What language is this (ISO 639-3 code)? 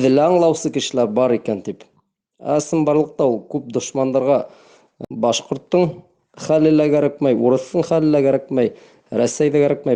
bak